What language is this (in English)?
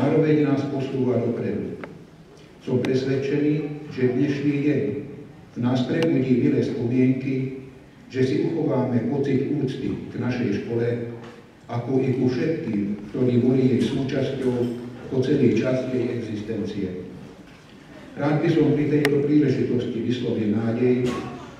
Slovak